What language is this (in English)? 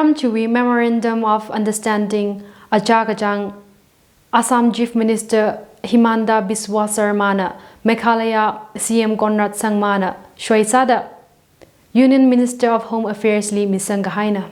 Tangkhul Naga (India)